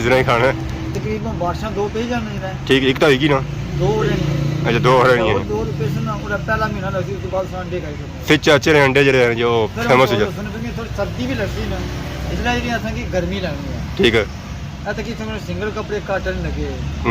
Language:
Pahari-Potwari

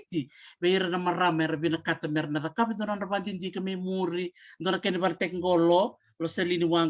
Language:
Fijian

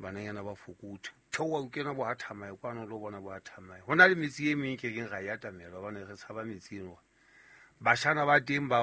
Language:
Southern Sotho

